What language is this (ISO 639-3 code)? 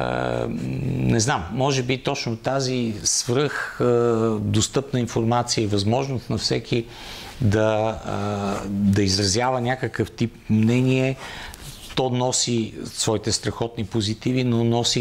bul